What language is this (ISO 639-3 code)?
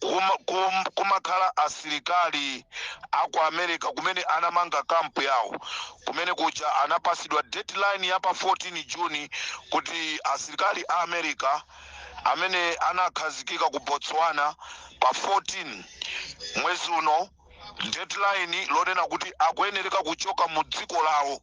nya